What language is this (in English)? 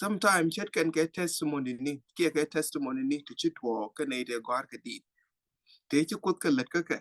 Nuer